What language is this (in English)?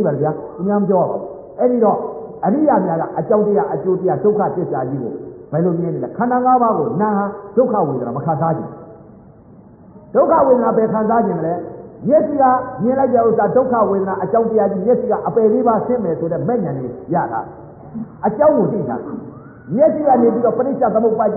Burmese